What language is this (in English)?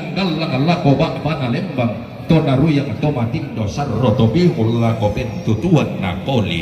Toraja-Sa'dan